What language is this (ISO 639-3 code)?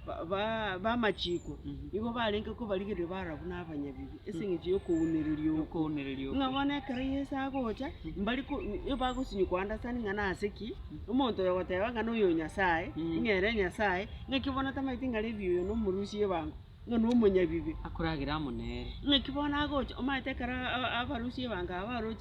guz